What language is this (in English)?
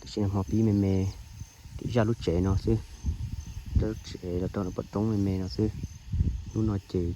Hmong